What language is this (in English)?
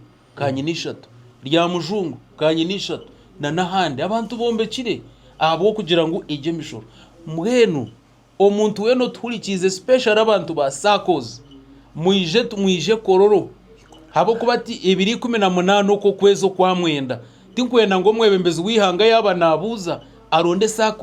Nyankole